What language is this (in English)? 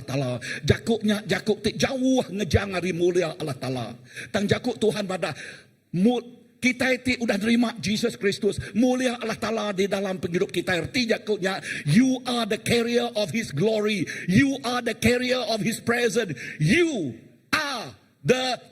Iban